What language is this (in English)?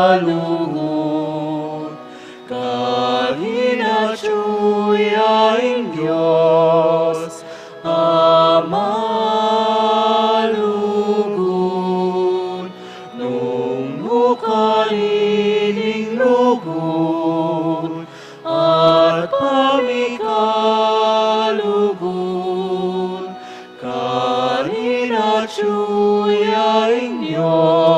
Pampanga